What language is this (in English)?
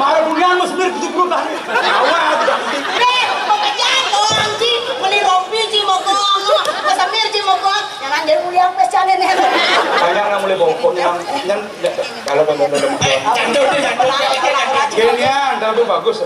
Balinese